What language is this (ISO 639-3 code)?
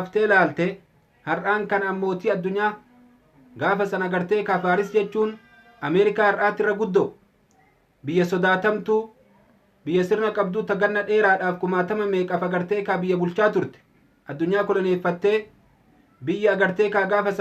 orm